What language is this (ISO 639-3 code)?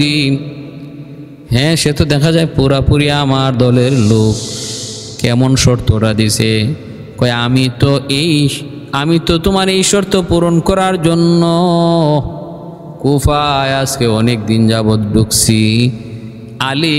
ben